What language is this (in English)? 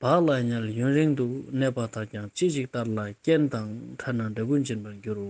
Ladakhi